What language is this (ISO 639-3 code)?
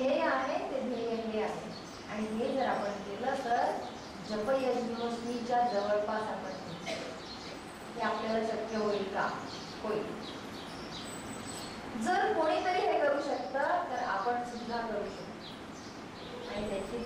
mar